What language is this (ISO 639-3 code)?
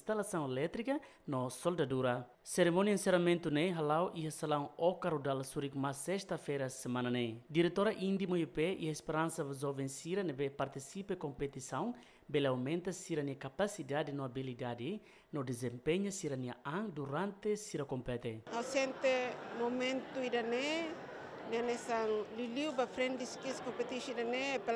tet